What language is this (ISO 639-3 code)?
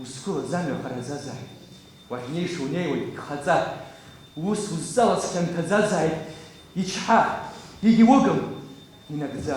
abk